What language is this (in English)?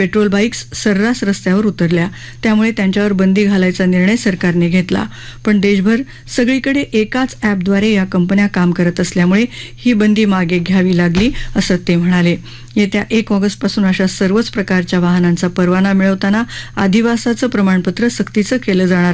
Marathi